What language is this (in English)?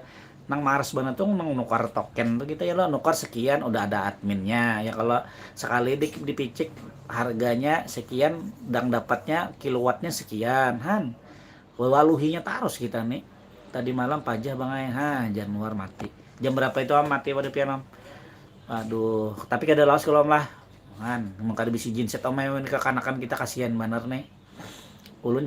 Banjar